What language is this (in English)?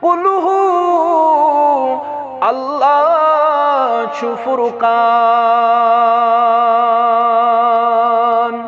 Kashmiri